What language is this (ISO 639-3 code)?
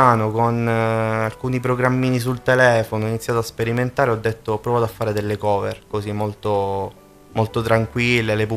ita